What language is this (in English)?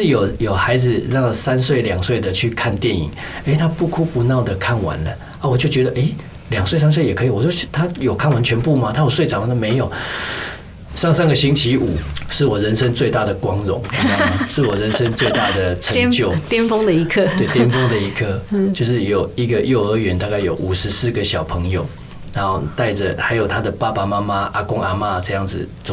Chinese